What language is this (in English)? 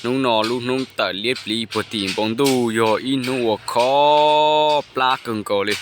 Hmong